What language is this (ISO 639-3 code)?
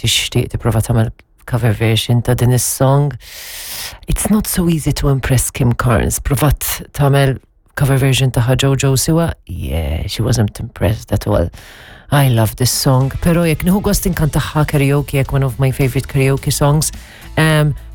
mlt